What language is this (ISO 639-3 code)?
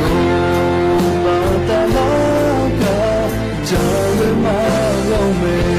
lhu